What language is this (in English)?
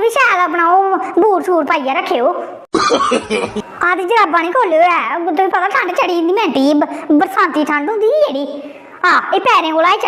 Dogri